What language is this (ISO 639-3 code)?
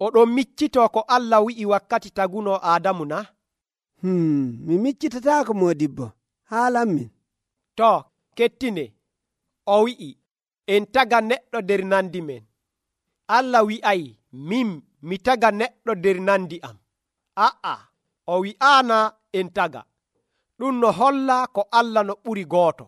fuv